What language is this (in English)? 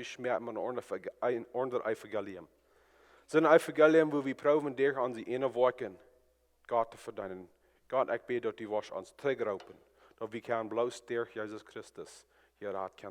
Plautdietsch